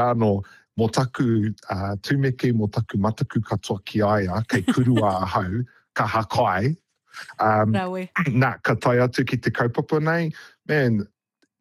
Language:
Māori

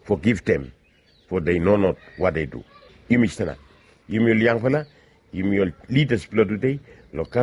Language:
Bislama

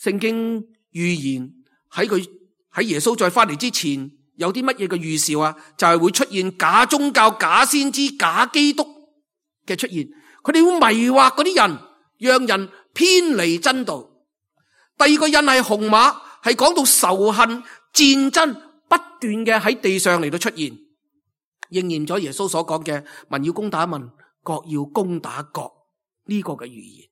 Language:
Cantonese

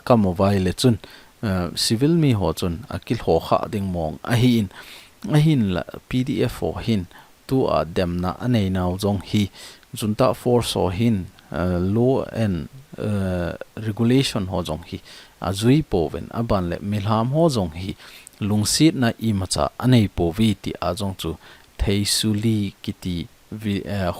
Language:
Thado Chin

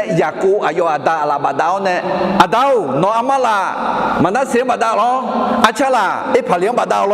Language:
Akha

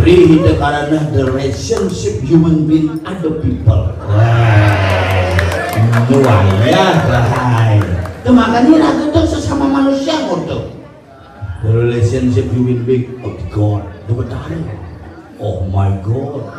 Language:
Balinese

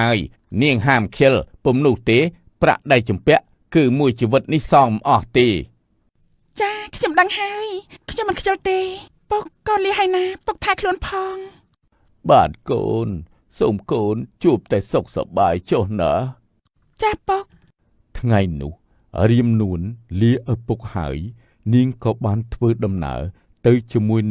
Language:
Khmer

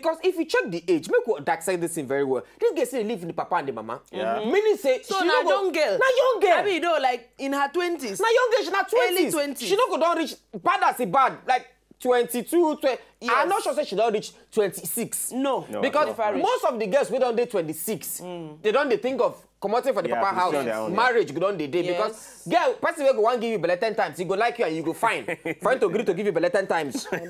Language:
Nigerian Pidgin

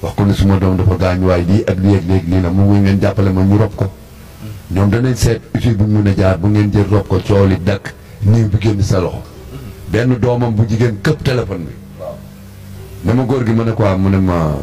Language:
Wolof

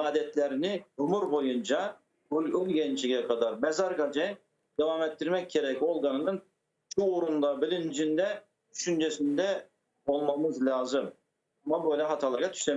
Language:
Crimean Tatar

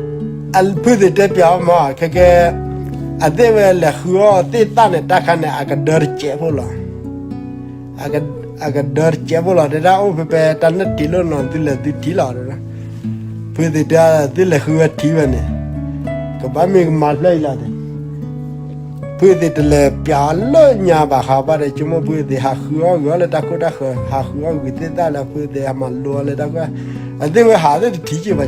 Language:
S'gaw Karen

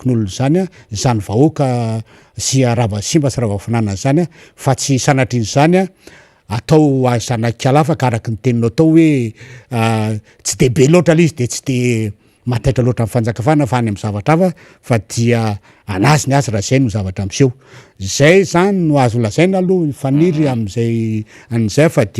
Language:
Malagasy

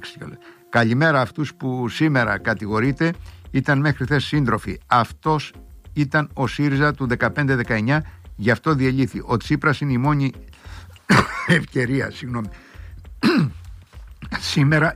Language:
Greek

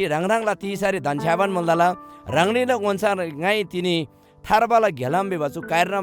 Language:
Eastern Tamang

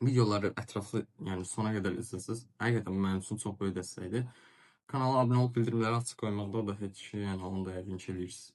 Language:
Azerbaijani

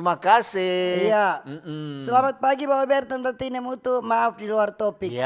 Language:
Manado Malay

